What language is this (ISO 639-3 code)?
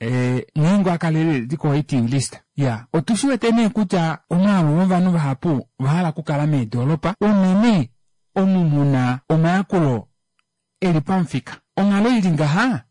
kua